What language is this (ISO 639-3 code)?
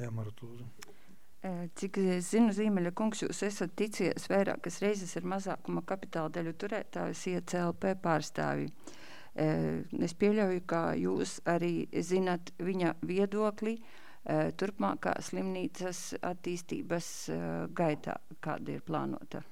lav